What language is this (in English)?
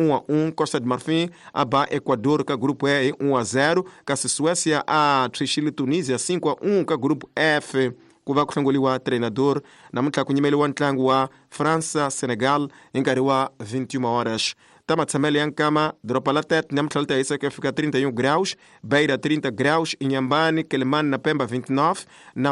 Tsonga